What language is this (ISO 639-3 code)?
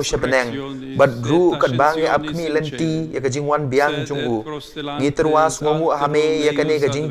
kha